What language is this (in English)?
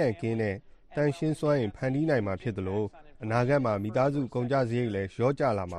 Burmese